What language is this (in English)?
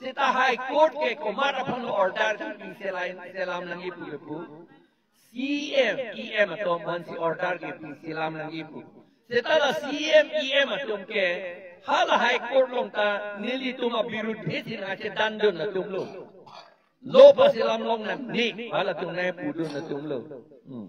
Karbi